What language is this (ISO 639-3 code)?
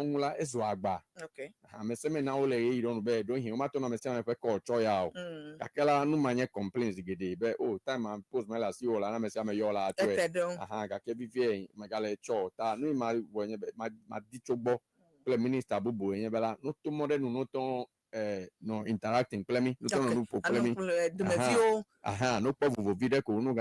ewe